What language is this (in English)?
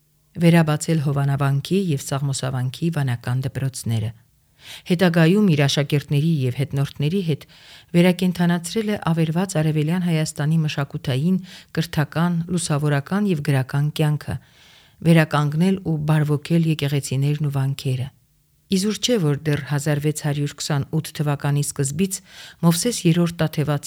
Armenian